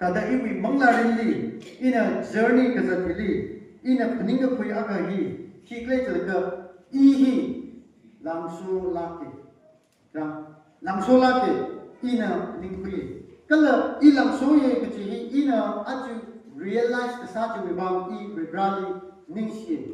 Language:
Tangkhul Naga (India)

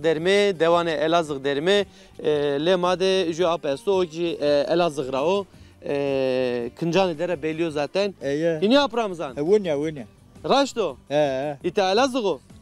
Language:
Zaza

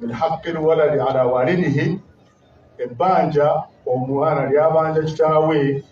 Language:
Ganda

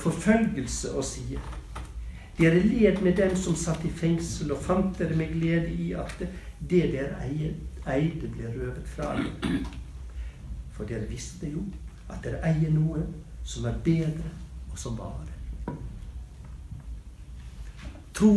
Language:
Norwegian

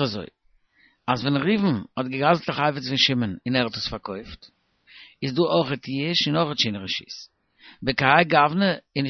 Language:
Yiddish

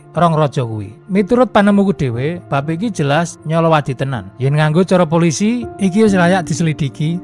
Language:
Javanese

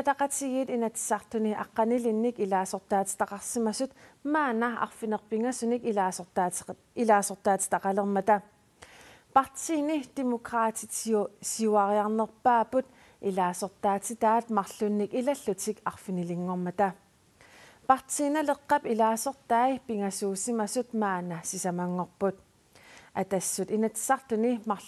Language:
Kalaallisut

